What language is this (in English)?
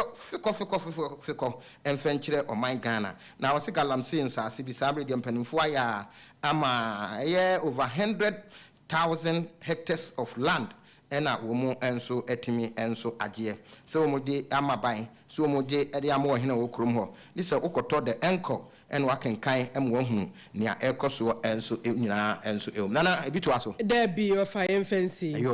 Akan